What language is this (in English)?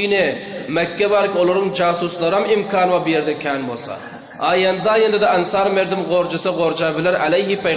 Turkmen